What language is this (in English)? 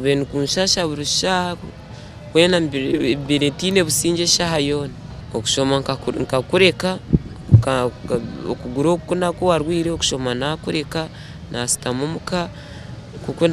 Nyankole